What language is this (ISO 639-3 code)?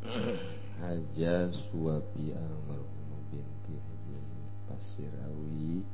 sun